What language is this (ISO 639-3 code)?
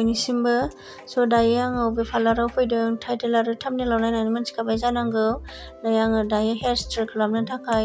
brx